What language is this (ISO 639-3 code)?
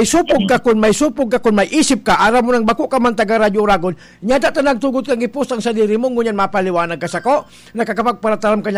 bik